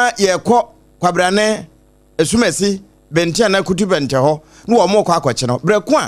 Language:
Akan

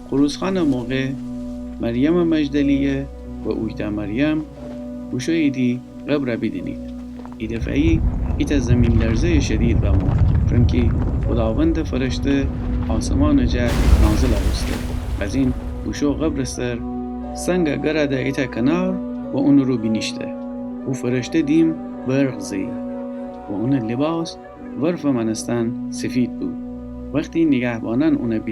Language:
Gilaki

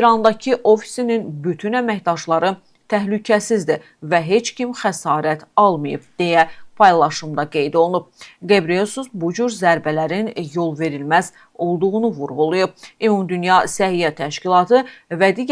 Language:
Azerbaijani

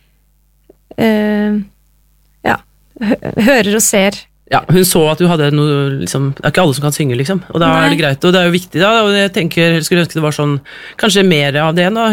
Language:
Norwegian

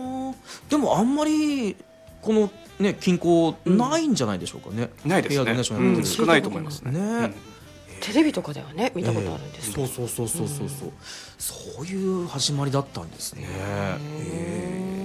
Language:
Japanese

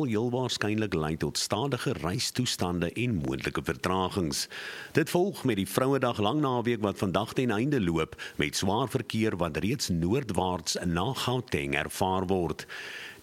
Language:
Afrikaans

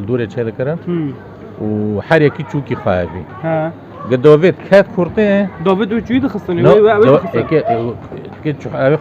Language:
Kurdish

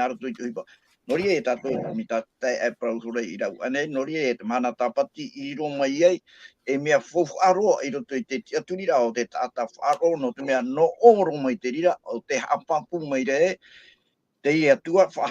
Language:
Tahitian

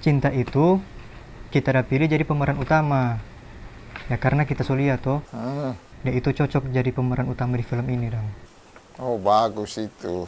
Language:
Manado Malay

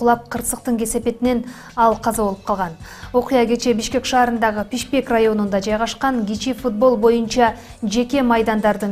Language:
Kyrgyz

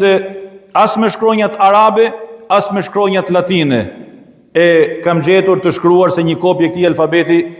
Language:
Albanian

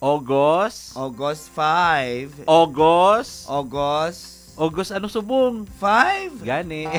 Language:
Hiligaynon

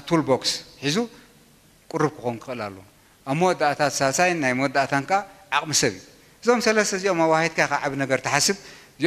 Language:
Tigrinya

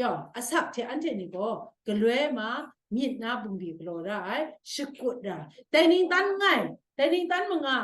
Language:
Kachin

